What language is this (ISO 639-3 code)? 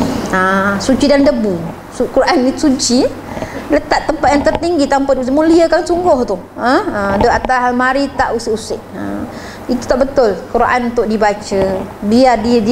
msa